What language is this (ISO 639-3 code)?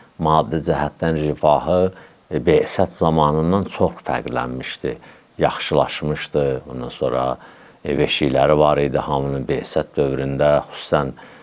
aze